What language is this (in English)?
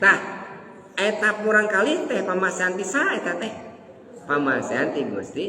Sundanese